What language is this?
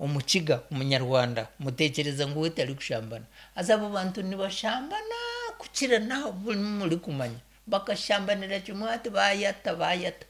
Nyankole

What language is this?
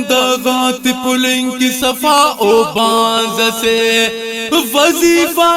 Brahui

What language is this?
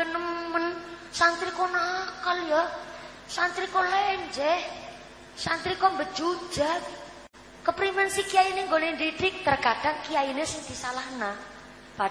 Javanese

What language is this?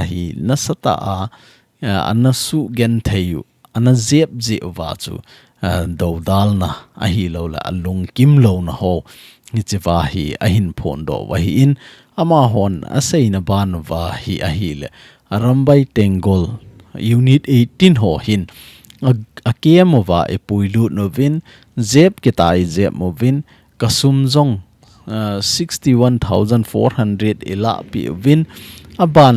Thado Chin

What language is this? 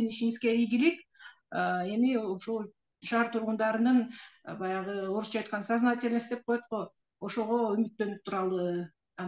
Kyrgyz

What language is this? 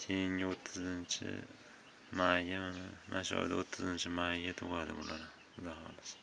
Uzbek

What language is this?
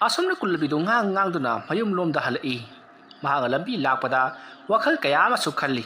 Manipuri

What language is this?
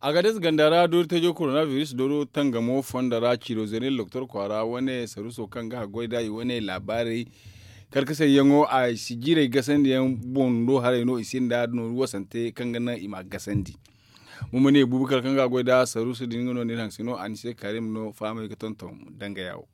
Zarma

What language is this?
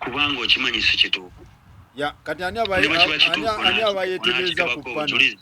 Ganda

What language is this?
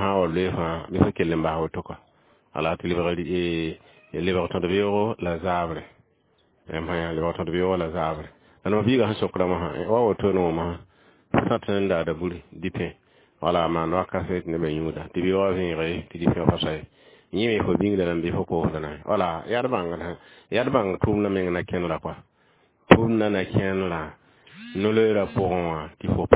Mossi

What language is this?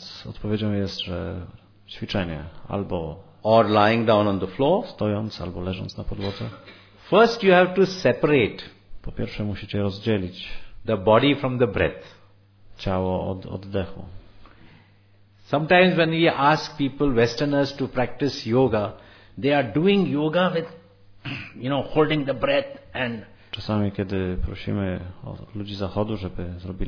Polish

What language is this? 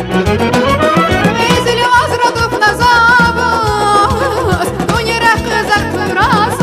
Tabassaran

